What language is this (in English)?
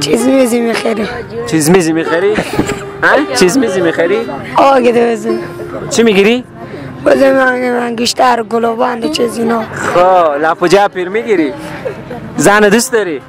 Persian